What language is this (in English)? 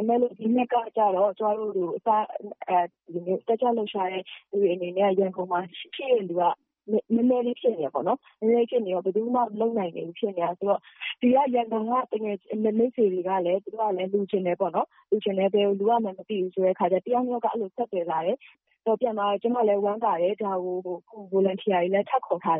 Burmese